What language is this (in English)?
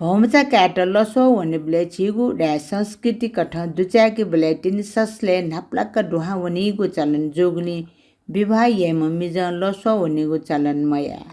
Newari